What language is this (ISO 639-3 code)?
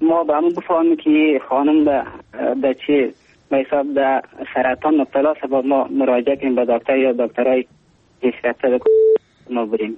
fas